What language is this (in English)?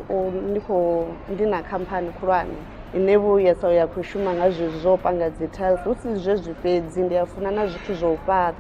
Venda